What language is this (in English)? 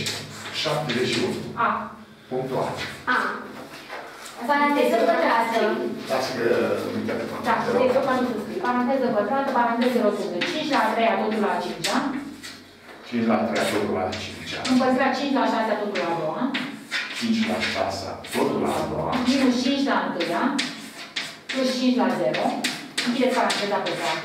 Romanian